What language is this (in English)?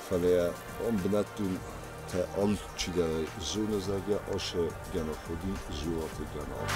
Ossetic